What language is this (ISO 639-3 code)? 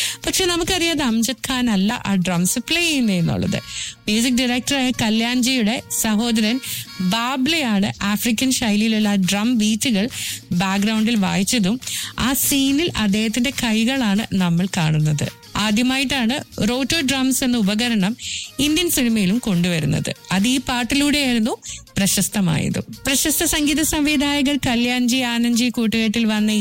mal